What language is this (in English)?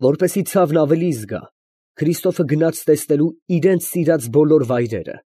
Armenian